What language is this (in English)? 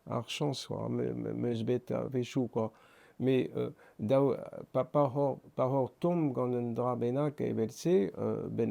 Breton